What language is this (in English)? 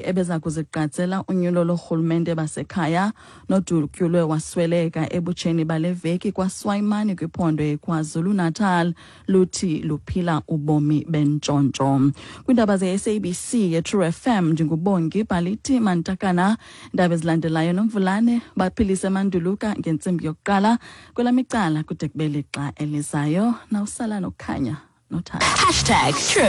Xhosa